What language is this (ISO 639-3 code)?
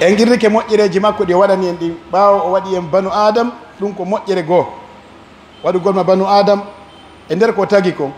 fuf